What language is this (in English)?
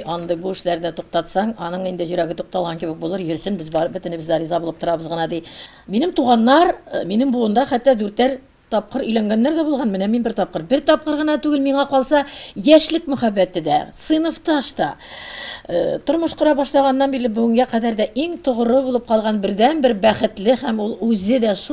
Tatar